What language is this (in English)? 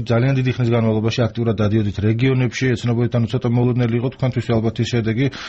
Georgian